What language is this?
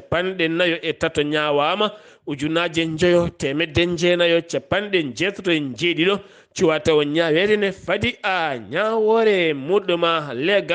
Fula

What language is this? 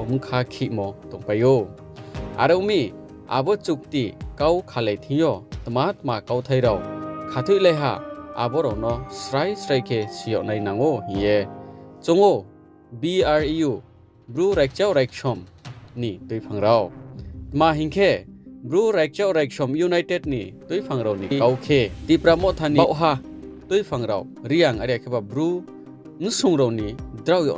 Riang (India)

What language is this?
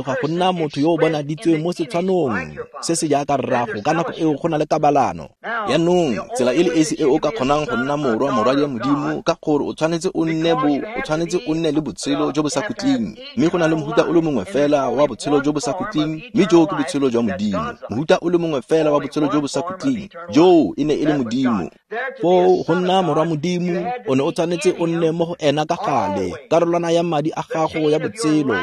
Tswana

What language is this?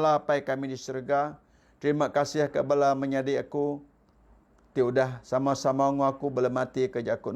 Iban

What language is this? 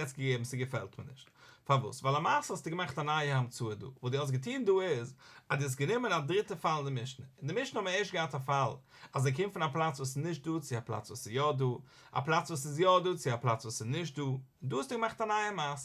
Yiddish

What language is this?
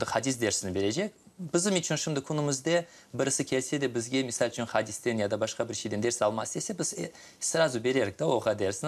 Crimean Tatar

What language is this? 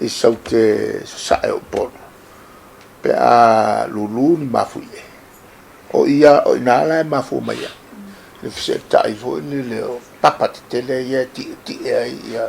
Samoan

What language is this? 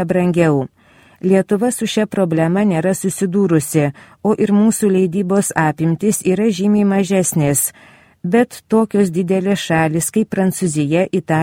Lithuanian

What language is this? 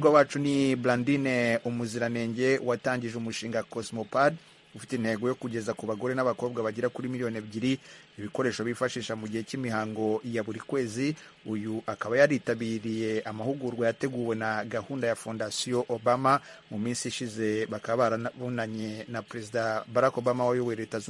Kinyarwanda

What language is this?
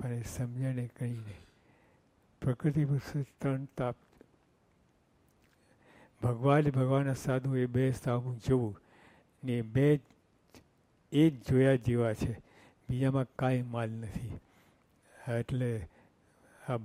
Gujarati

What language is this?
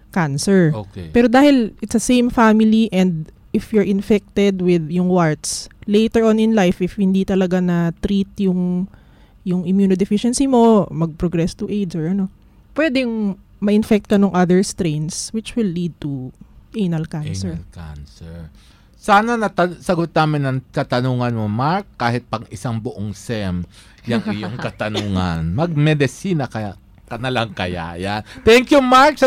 Filipino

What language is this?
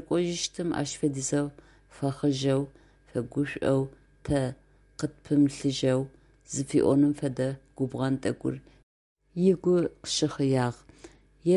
Adyghe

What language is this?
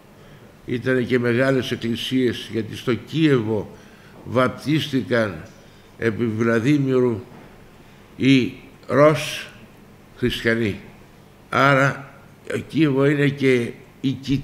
Greek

